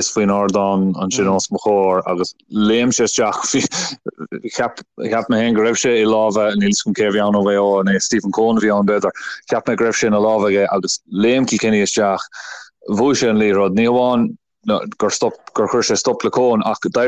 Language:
Irish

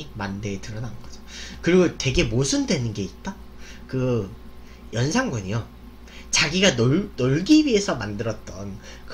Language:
Korean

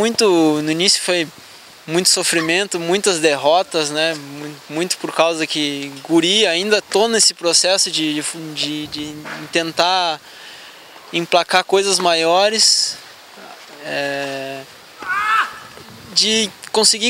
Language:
Portuguese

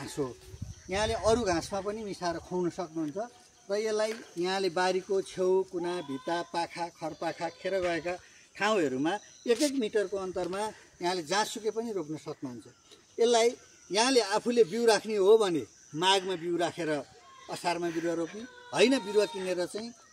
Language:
Nepali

